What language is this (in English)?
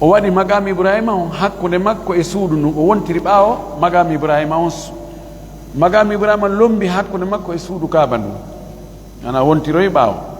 Fula